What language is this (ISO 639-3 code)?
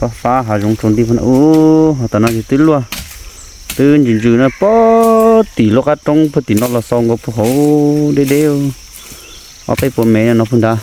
hmn